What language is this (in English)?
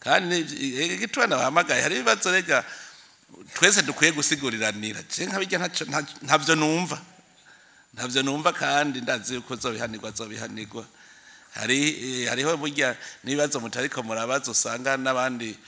Rundi